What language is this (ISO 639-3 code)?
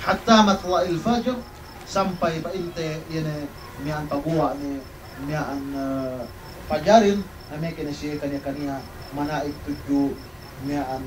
yka